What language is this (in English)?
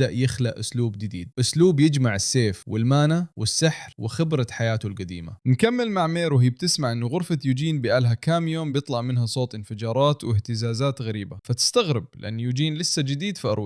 Egyptian Arabic